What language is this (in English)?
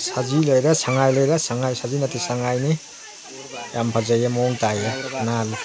Manipuri